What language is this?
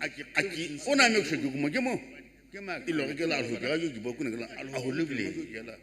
Sumi Naga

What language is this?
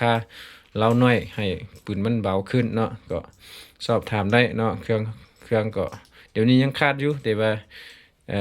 Lao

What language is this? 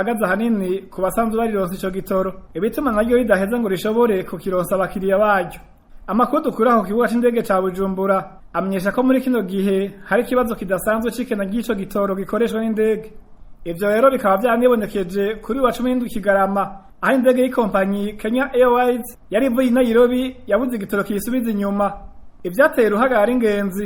Rundi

